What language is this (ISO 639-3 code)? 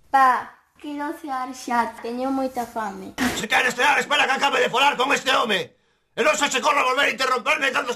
glg